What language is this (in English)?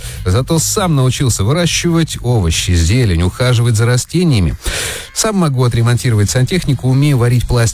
Russian